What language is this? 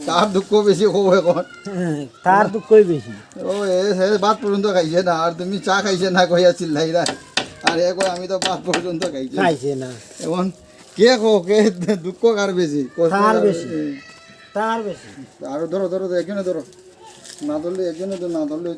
Sylheti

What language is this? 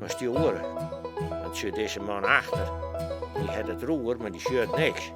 Western Frisian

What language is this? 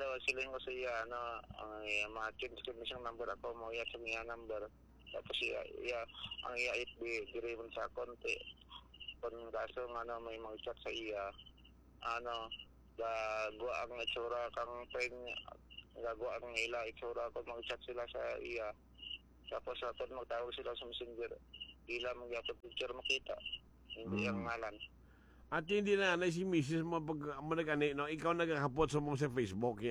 Hiligaynon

